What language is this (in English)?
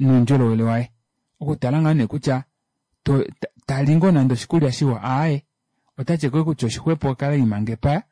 Kuanyama